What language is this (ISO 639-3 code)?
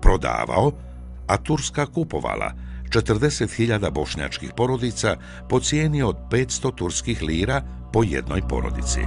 bos